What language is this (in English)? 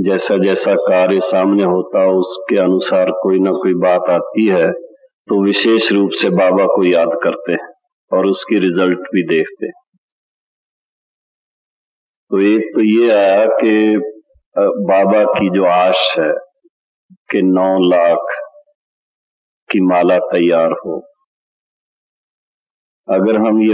Hindi